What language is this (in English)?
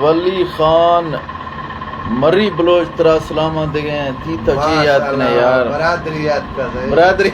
Eastern Balochi